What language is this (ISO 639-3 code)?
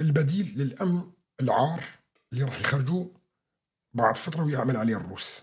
apc